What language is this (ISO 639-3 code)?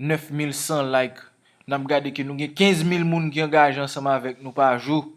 hat